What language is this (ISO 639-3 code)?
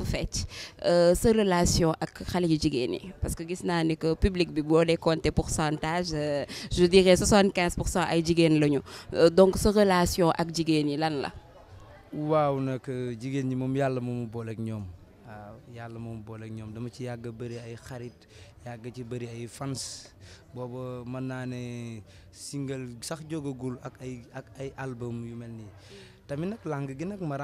wol